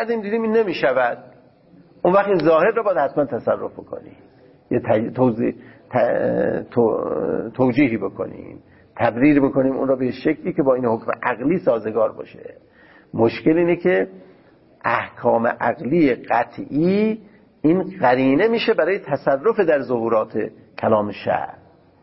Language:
Persian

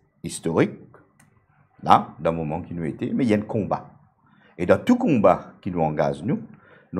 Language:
Morisyen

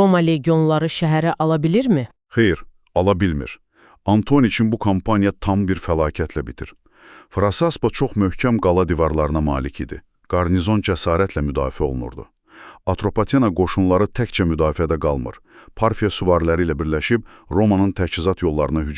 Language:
Azerbaijani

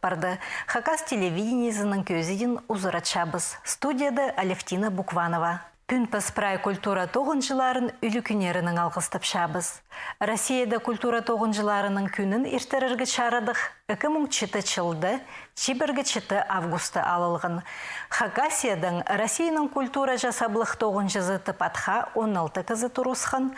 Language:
Khakas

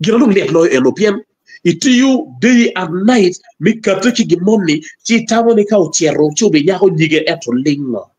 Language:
Acoli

